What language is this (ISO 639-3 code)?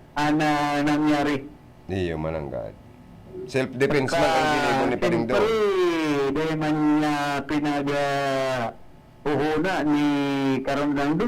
bik